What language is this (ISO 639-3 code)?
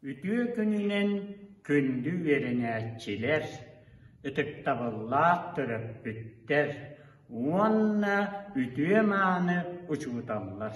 sah